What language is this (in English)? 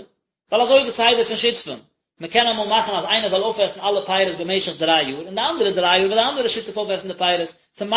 Yiddish